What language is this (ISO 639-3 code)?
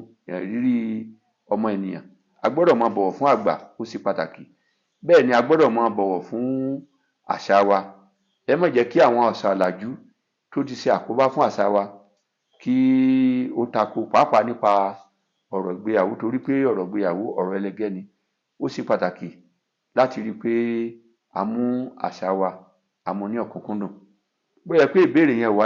yor